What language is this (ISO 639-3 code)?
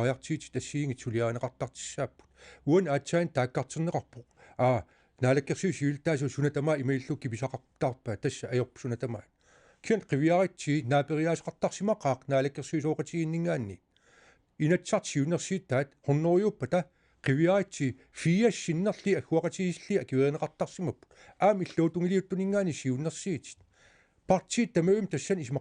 kal